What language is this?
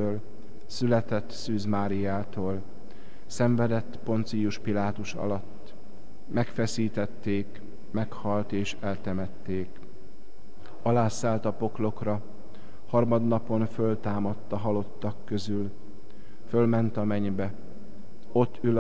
Hungarian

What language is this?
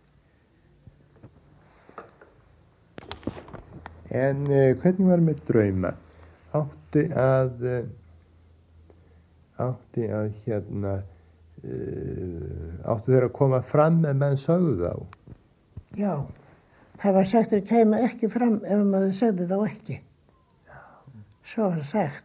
Icelandic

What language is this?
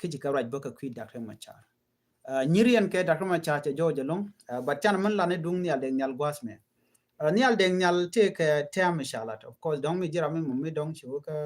Nuer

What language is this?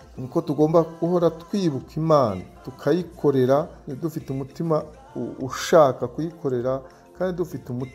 Kinyarwanda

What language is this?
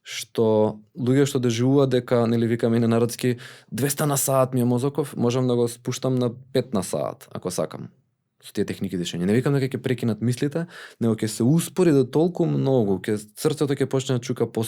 Macedonian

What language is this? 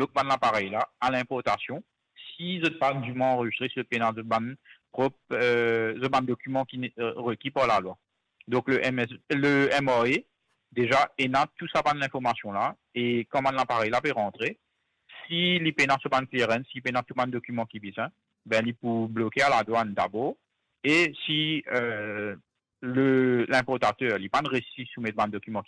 Morisyen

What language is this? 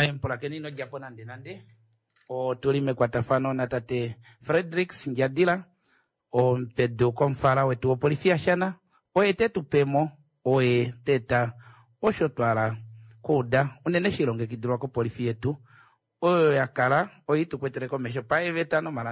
Kuanyama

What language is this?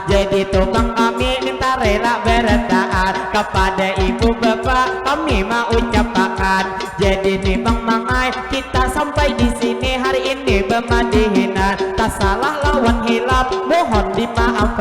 Banjar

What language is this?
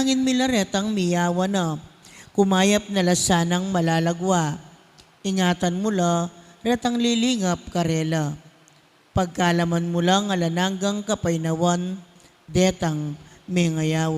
Pampanga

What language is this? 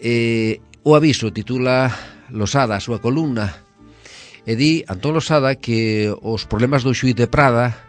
Galician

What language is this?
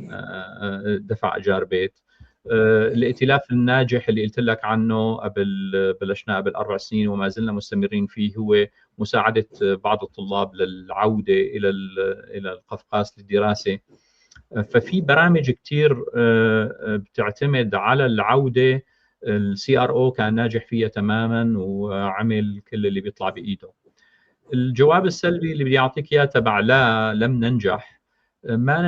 North Levantine Arabic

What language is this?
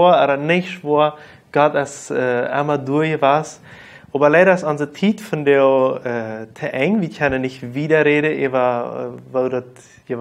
Plautdietsch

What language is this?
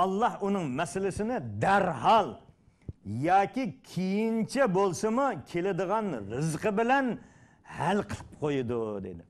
Uyghur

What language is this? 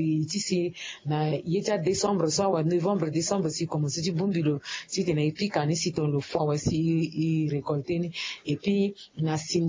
Sango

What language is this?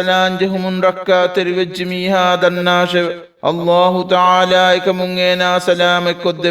Divehi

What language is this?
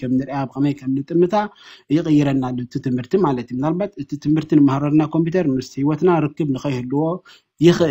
Tigrinya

